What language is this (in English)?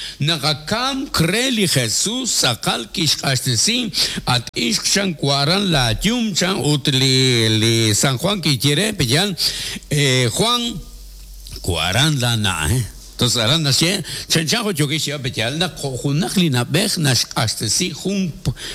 Kekchí